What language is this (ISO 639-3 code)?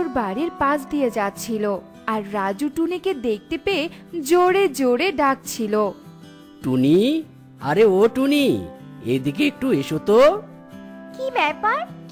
ben